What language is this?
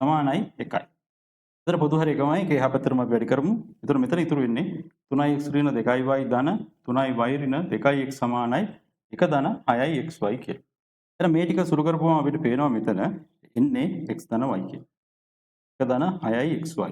Sinhala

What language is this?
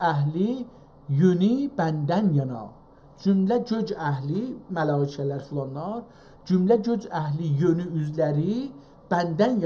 South Azerbaijani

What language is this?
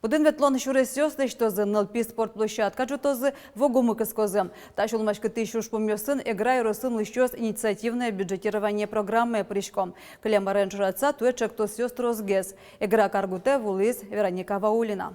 Udmurt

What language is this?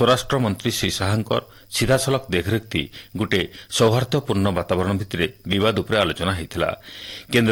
Odia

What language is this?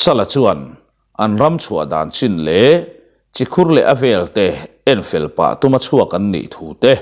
Mizo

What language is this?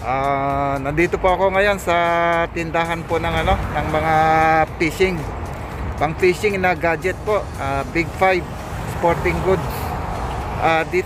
Filipino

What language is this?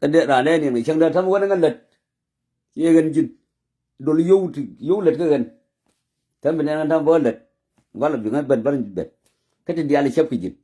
Nuer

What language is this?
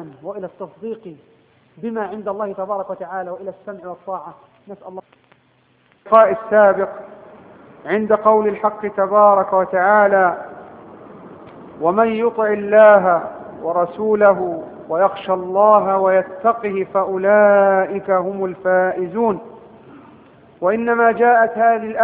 Arabic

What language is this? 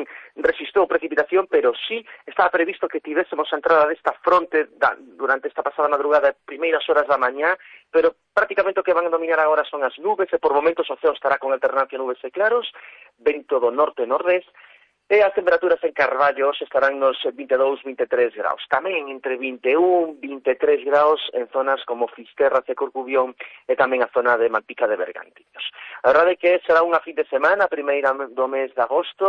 Galician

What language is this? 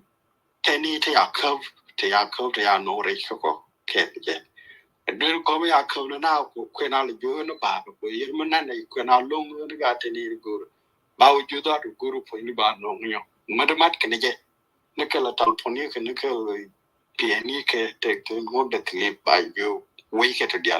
Nuer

